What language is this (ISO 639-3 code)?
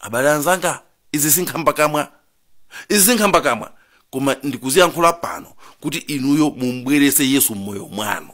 nya